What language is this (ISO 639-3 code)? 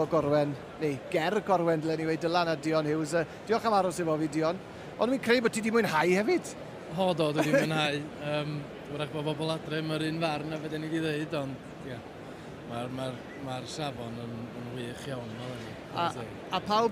cym